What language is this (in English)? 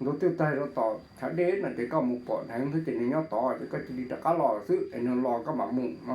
Hmong